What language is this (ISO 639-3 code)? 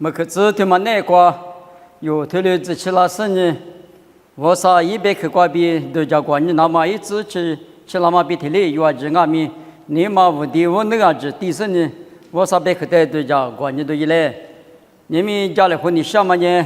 lis